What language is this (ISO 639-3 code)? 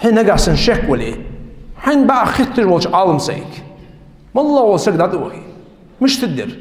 inh